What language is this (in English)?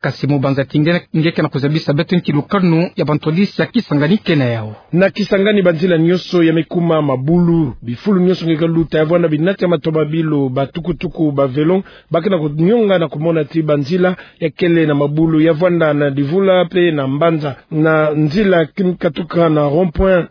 Kituba (Democratic Republic of Congo)